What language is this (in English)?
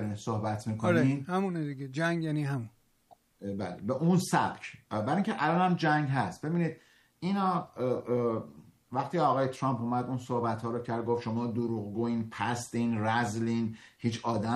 Persian